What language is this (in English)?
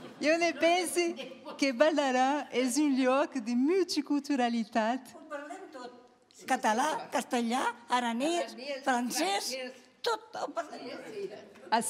Occitan